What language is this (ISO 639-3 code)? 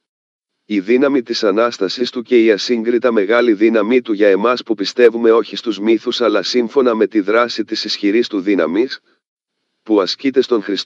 ell